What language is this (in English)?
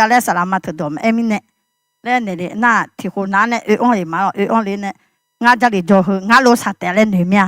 Akha